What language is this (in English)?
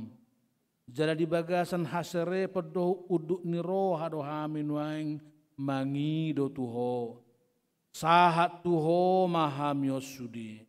Batak Toba